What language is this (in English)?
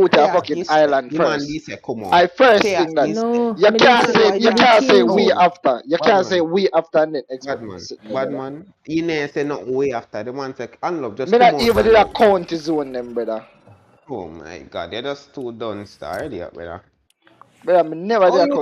Jamaican Creole English